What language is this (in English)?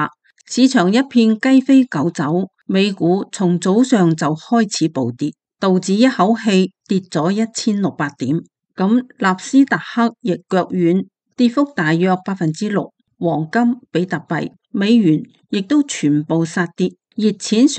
Cantonese